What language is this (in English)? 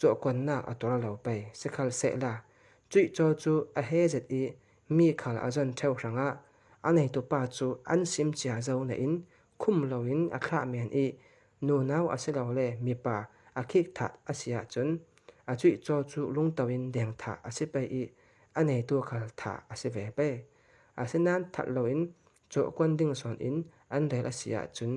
Falam Chin